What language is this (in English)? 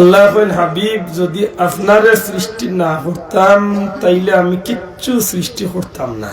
Sylheti